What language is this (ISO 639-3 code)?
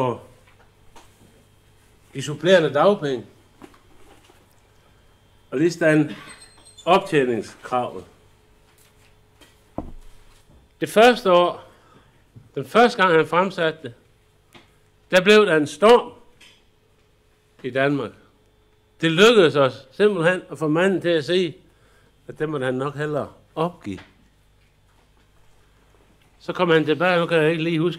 dan